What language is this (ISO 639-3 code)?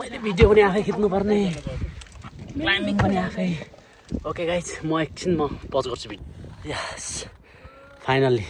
nep